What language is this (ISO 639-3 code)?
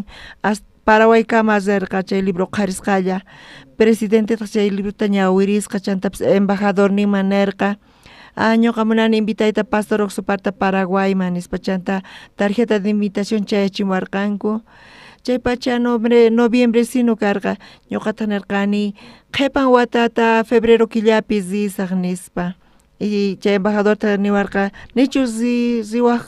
quh